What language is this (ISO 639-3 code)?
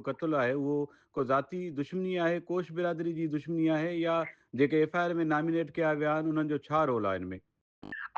snd